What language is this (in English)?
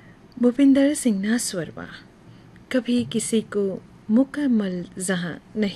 Gujarati